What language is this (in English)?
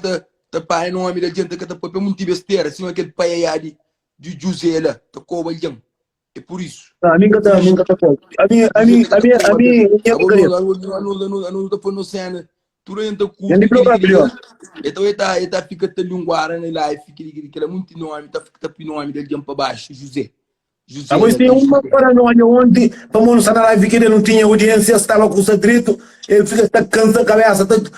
Kabuverdianu